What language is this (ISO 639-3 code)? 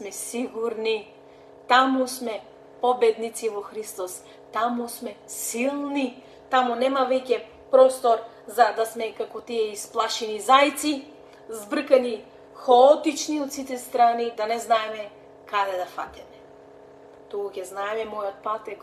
mkd